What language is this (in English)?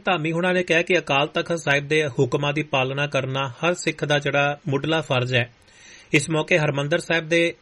Punjabi